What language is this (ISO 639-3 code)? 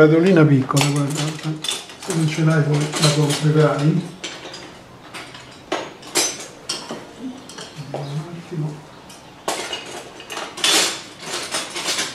ita